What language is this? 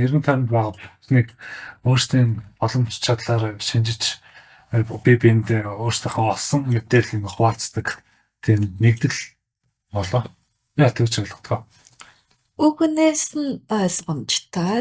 Mongolian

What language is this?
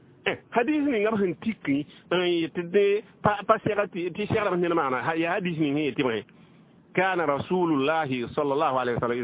Mossi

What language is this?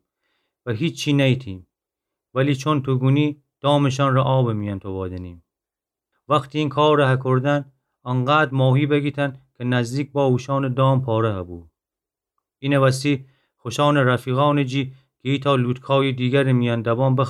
Gilaki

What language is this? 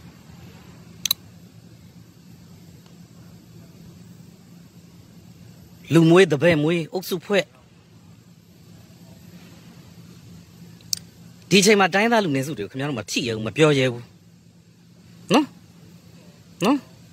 Burmese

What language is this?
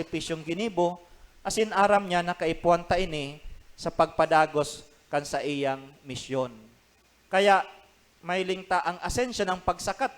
Bikol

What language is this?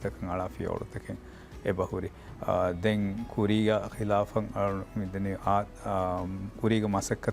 Divehi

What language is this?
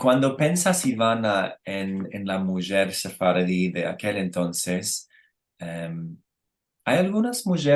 Ladino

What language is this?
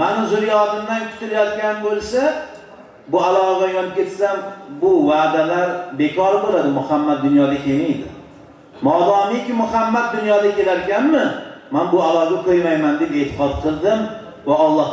Uzbek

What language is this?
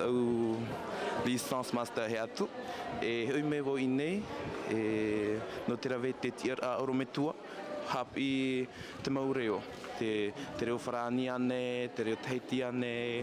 Tahitian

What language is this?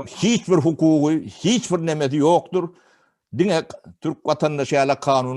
Turkmen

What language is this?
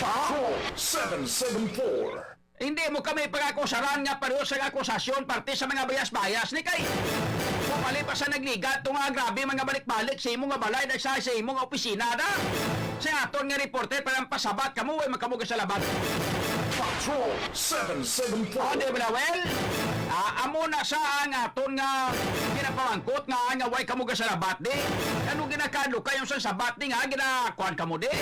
Hiligaynon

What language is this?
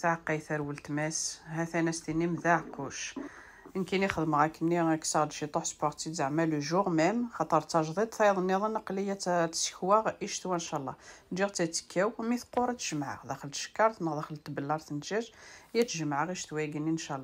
Kabyle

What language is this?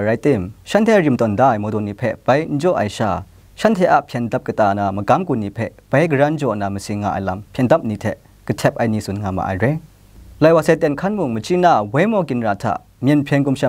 Kachin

